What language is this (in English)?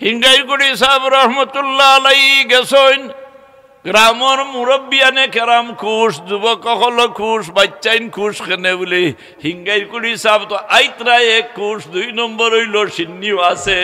Sylheti